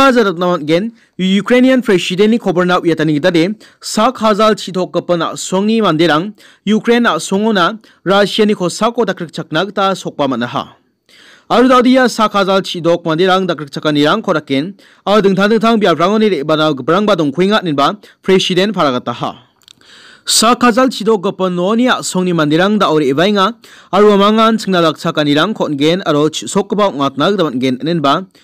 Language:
Garo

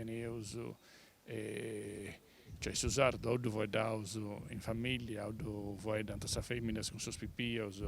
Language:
Sardinian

